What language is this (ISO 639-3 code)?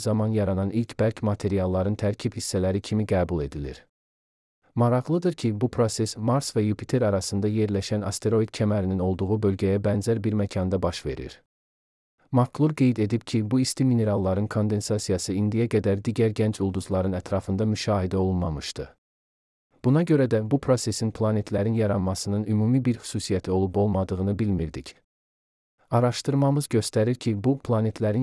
aze